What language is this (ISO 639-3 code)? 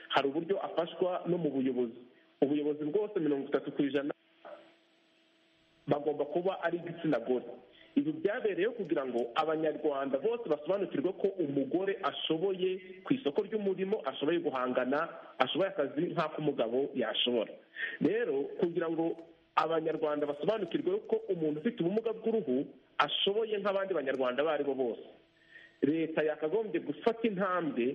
kin